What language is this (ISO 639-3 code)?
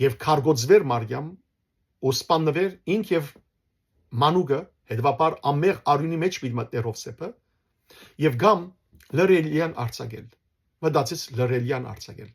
hyw